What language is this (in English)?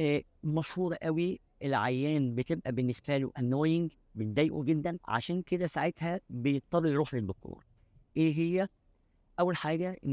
Egyptian Arabic